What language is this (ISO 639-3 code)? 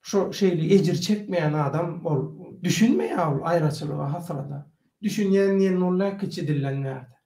tuk